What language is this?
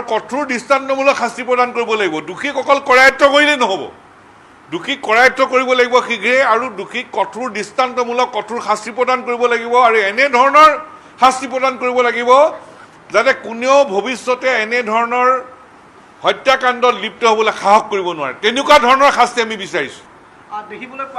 Assamese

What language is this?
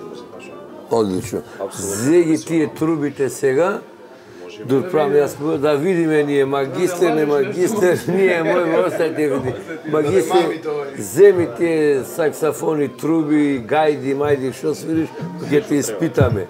Macedonian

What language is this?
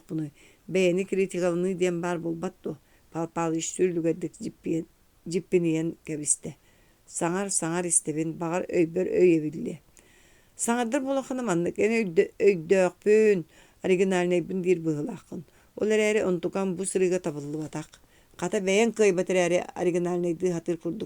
Yakut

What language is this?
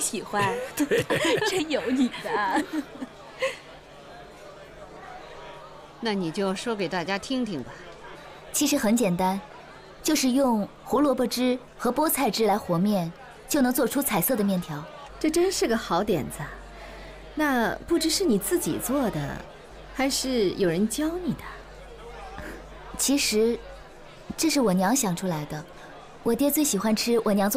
Chinese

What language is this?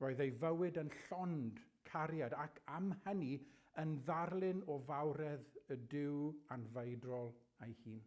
Welsh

